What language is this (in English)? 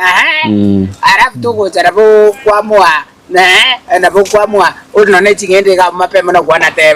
Gusii